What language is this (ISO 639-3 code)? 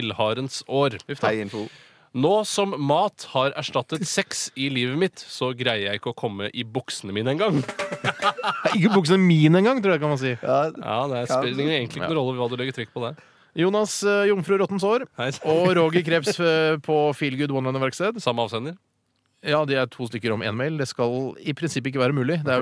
nor